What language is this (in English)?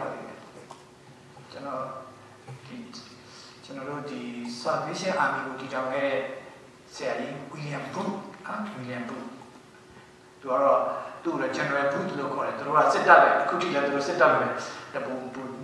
Burmese